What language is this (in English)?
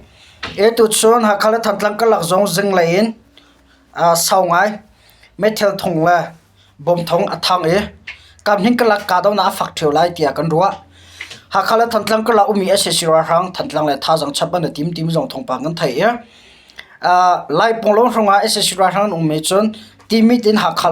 Hakha Chin